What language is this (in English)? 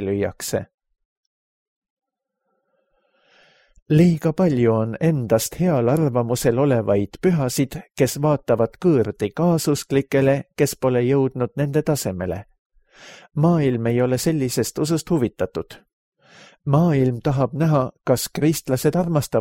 Estonian